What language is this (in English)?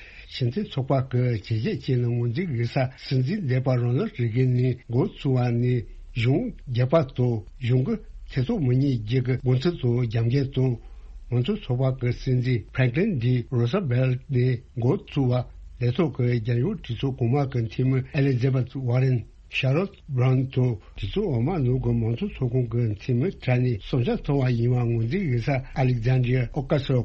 Tibetan